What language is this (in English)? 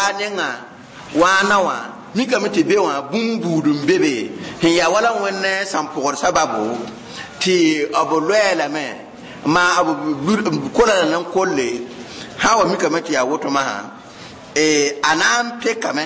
Mossi